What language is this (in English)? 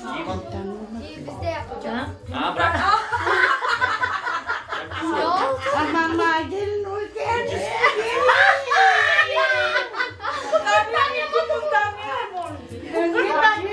Turkish